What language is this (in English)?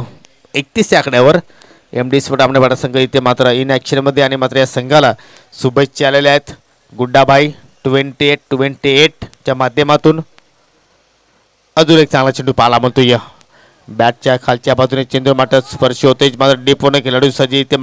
Marathi